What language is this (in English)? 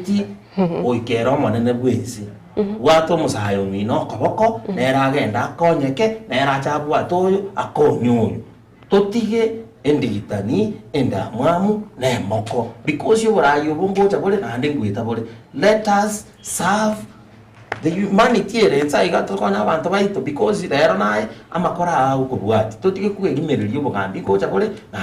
Gusii